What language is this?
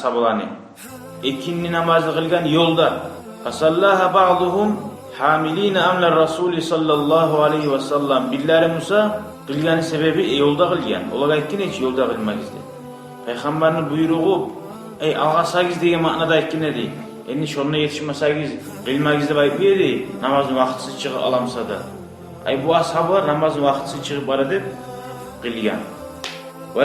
Kumyk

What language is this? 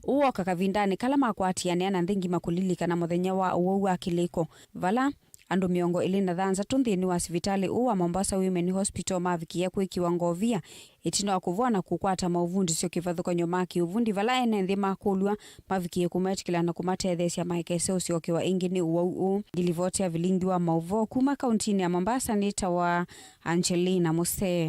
Kamba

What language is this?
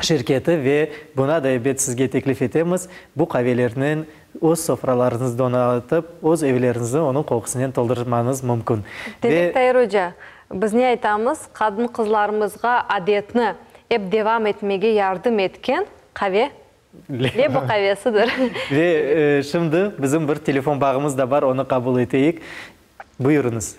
Crimean Tatar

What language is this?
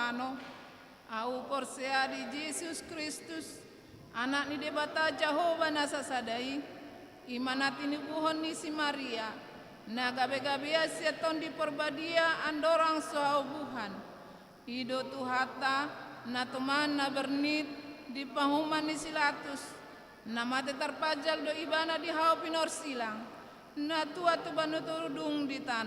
Batak Toba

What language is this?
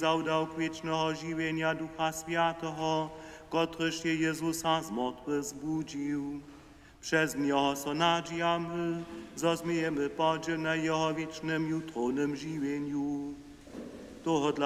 Upper Sorbian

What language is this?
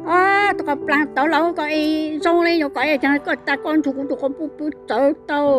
Hmong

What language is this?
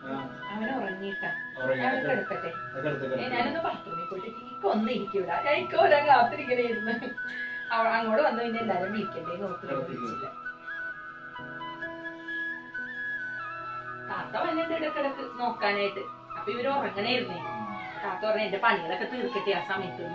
Malayalam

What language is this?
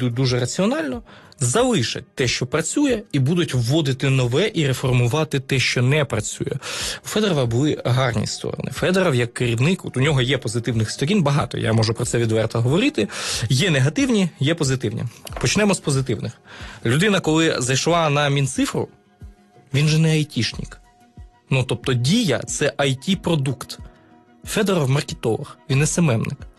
Ukrainian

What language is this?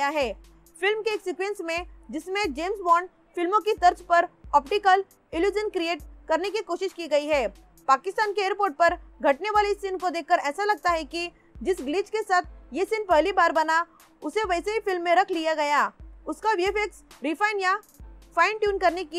Hindi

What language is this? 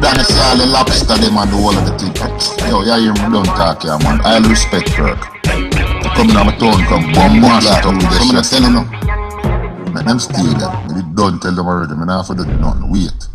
Jamaican Creole English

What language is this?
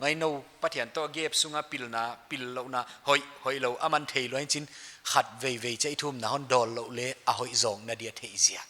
Paite Chin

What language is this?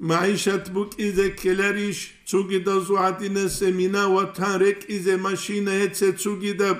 Avaric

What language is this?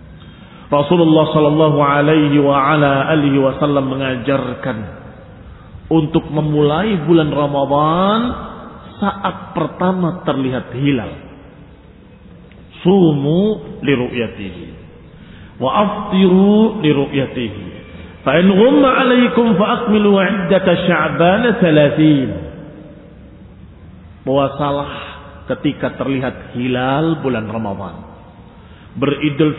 Indonesian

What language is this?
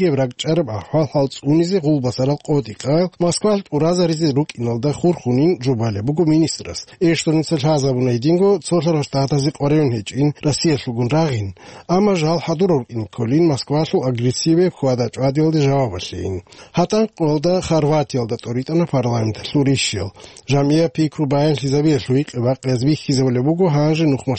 Avaric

